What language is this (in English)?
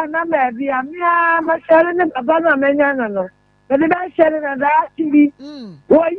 Akan